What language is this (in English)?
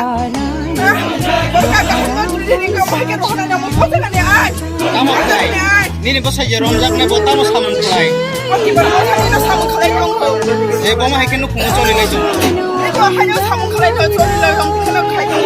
Kok Borok